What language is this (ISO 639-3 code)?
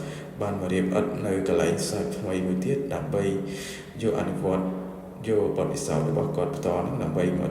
khm